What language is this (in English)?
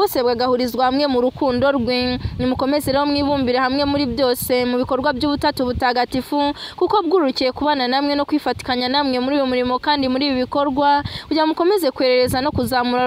Kinyarwanda